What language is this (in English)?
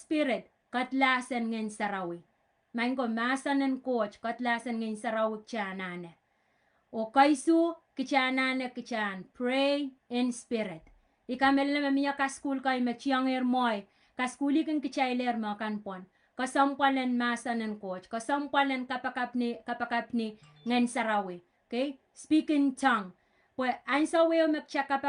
Pohnpeian